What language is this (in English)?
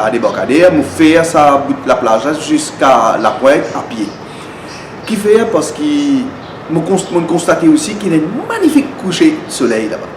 Morisyen